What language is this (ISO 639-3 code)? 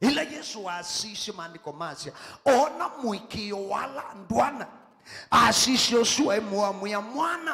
kam